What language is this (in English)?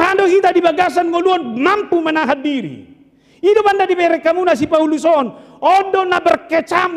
Batak Toba